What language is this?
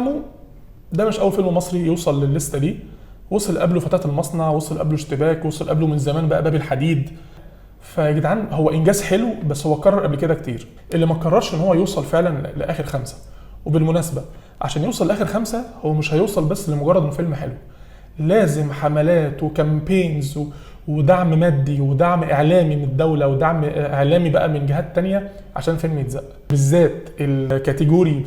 Egyptian Arabic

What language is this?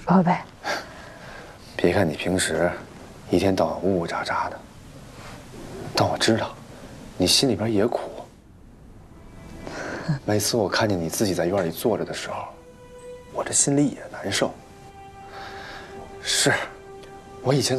Chinese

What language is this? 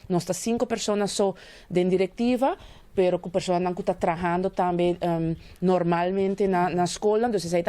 Papiamento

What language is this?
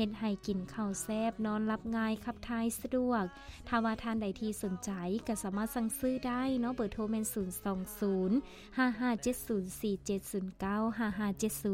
Lao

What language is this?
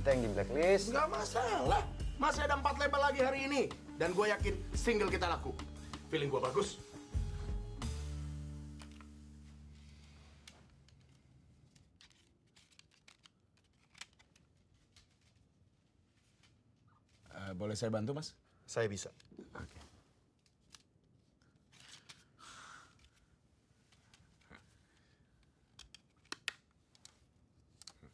Indonesian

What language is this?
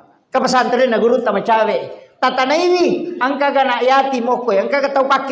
Buginese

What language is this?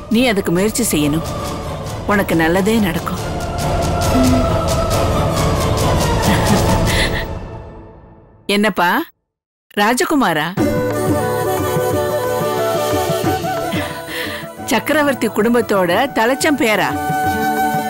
Tamil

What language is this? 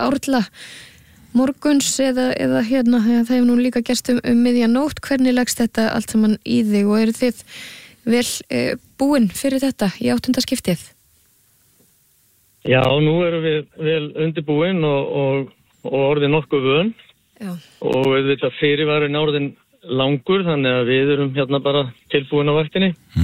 Icelandic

